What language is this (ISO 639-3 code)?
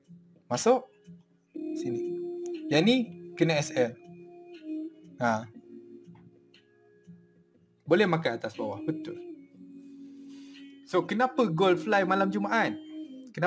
msa